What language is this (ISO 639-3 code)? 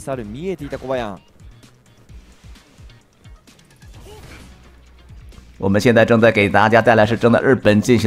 zho